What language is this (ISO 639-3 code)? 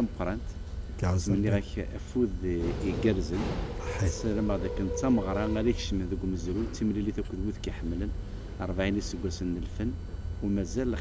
kab